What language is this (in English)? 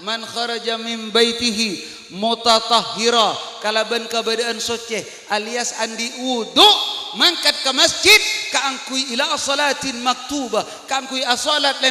Madurese